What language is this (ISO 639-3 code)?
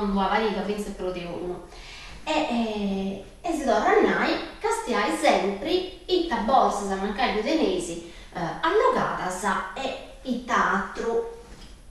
srd